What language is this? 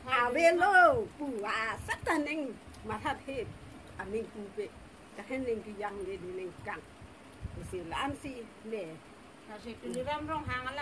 Karbi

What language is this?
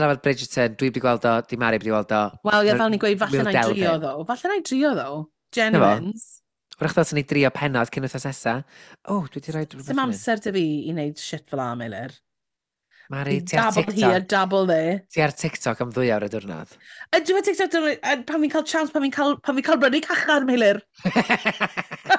Welsh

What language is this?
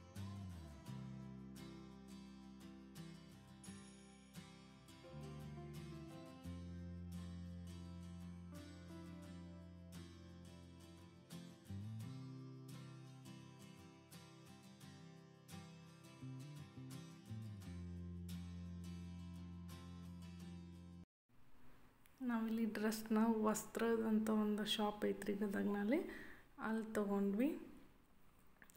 Kannada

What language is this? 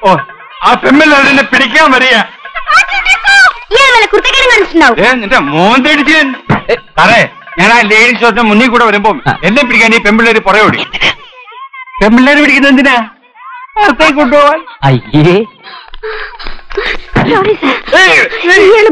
Malayalam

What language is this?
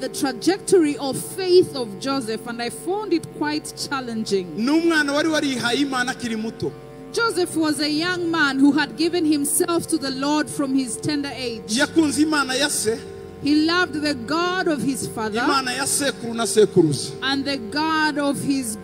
Kinyarwanda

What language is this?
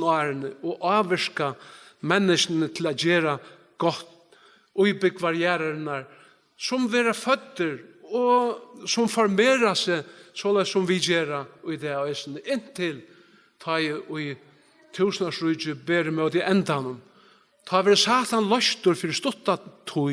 Faroese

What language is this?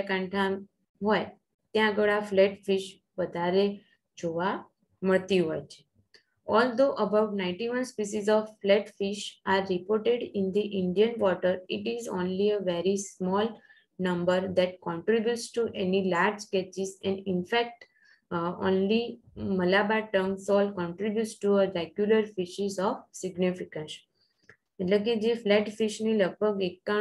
Gujarati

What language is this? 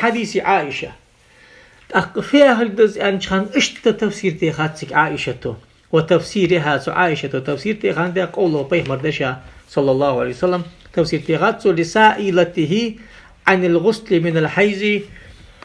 Ingush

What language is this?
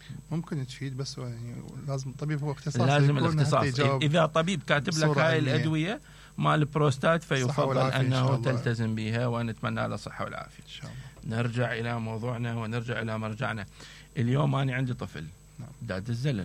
Mesopotamian Arabic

